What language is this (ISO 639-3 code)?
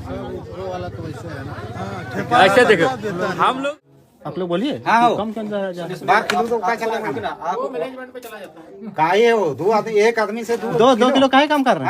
sat